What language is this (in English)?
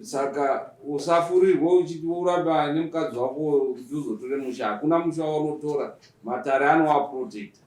Shona